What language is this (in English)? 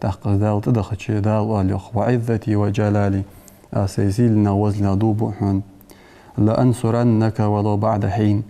Ingush